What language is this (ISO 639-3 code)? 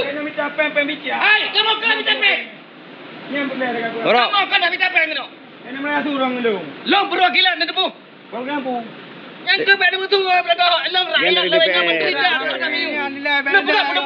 ace